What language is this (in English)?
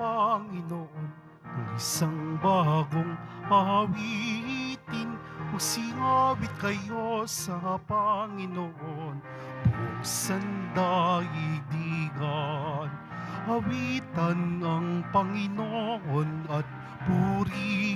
Filipino